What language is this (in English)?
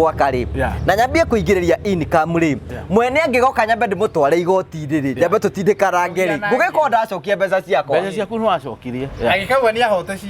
Kikuyu